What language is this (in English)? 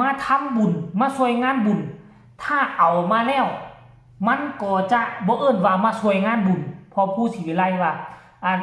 Lao